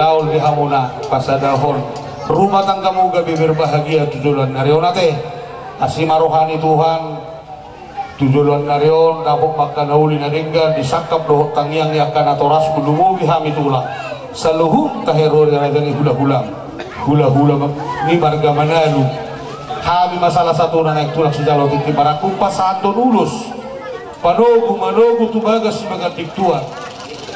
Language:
Batak Toba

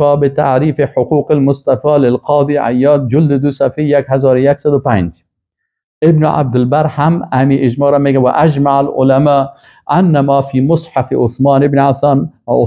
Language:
Persian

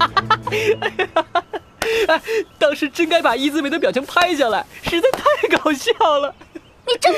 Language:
Chinese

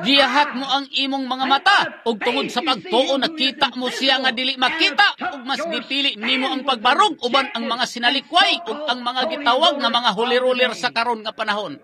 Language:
Cebuano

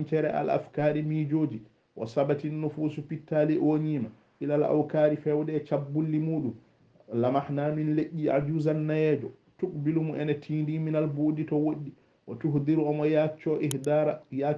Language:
Fula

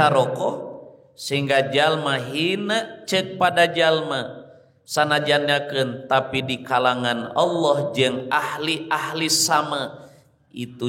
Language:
Sundanese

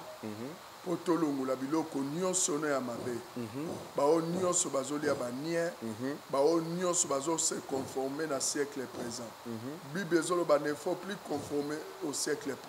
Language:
Lingala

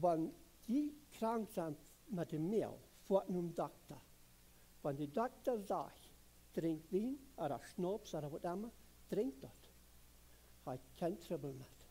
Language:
Plautdietsch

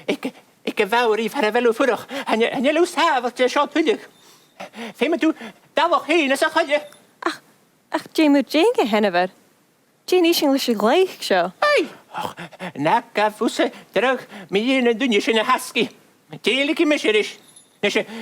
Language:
Scottish Gaelic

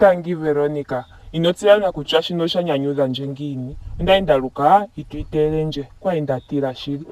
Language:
Ndonga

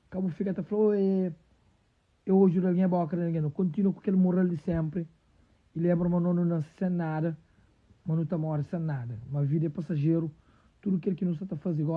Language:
Kabuverdianu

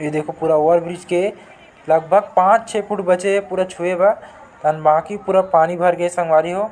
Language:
Chhattisgarhi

